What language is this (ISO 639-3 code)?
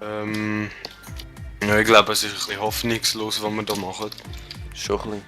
gsw